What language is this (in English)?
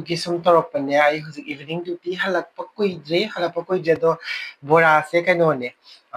Manipuri